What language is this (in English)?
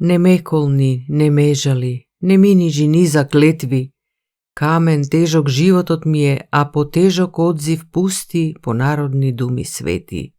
Macedonian